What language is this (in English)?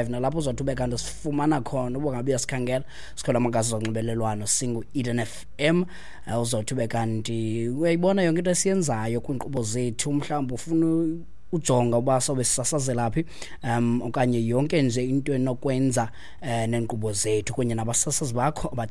Xhosa